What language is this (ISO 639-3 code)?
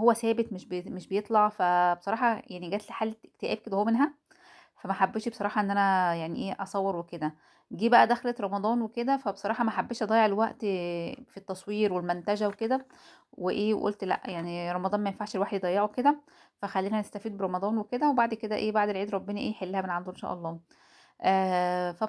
arz